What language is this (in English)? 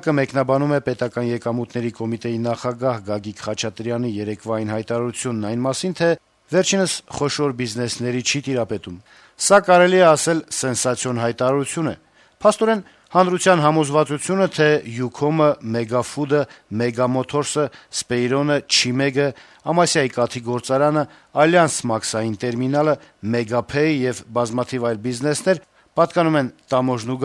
Armenian